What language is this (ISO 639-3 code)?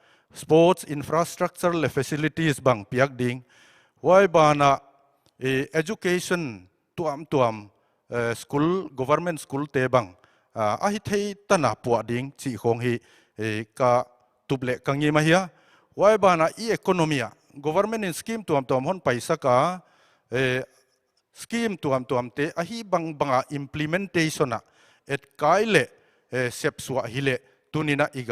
pck